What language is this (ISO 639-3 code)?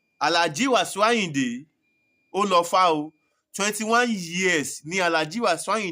yor